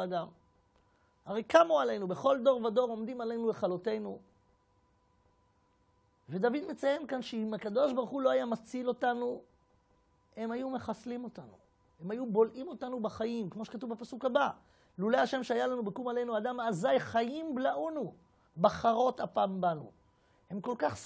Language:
Hebrew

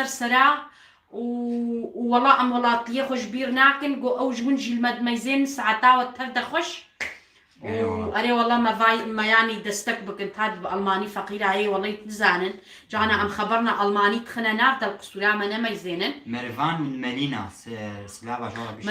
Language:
Kurdish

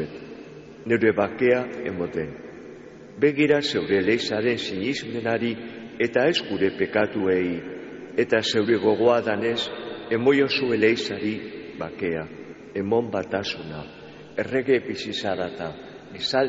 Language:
Basque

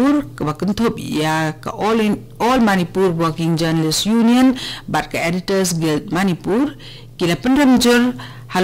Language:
Khasi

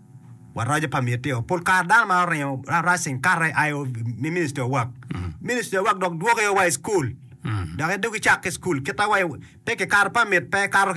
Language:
Acoli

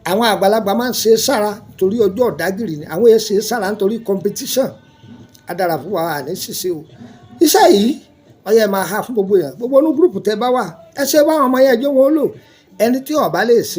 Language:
Yoruba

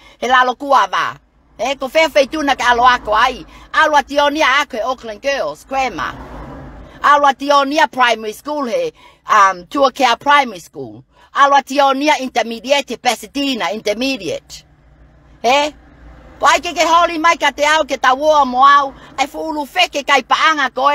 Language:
Tongan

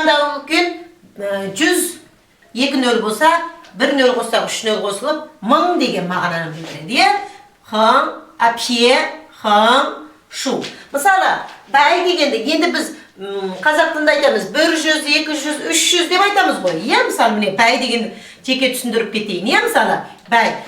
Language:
Kazakh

